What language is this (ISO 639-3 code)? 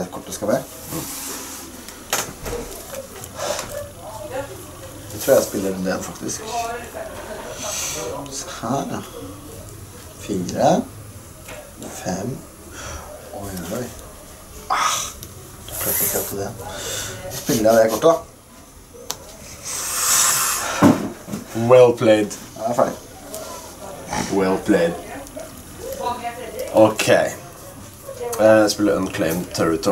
nor